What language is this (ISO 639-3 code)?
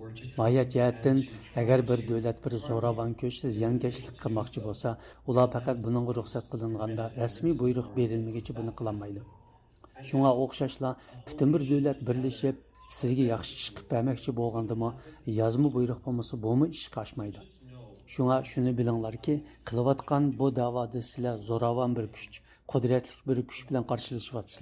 uig